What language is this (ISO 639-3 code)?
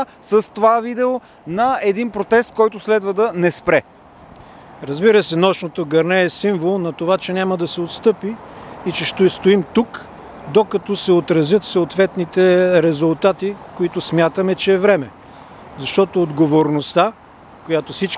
bul